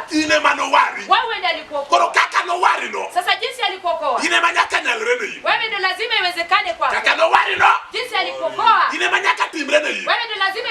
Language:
Luo (Kenya and Tanzania)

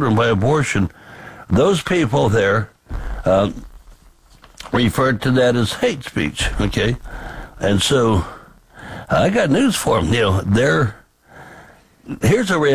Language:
English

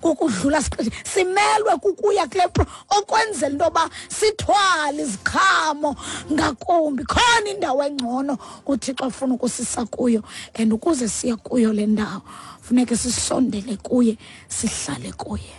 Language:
Xhosa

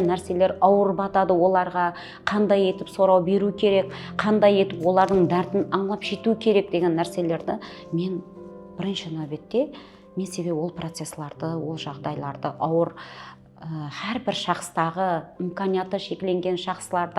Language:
Kara-Kalpak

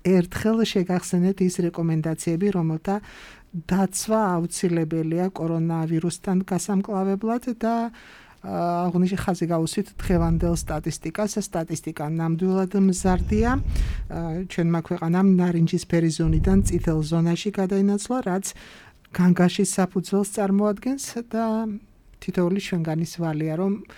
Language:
Georgian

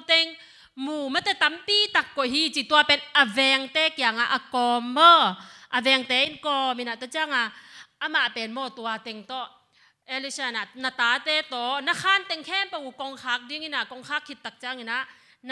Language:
Tedim Chin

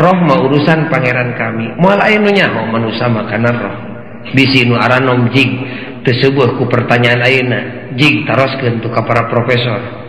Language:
Sundanese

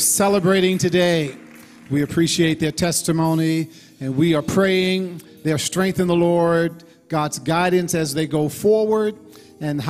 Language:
English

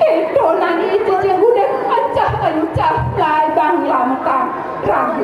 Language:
Balinese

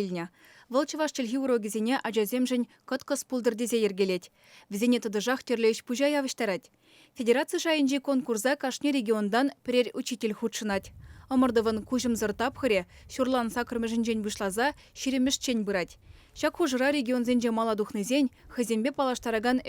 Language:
Chuvash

